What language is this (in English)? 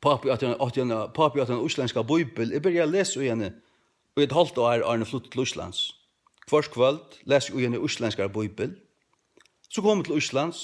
Faroese